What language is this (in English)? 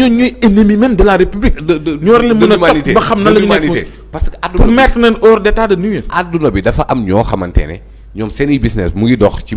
Wolof